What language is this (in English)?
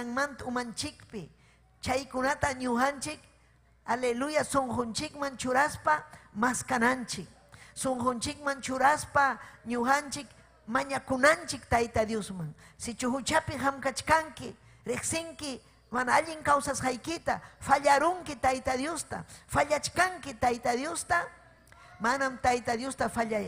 Ayacucho Quechua